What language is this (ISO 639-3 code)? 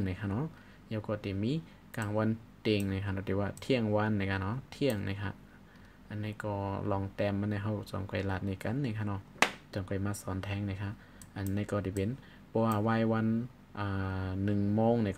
shn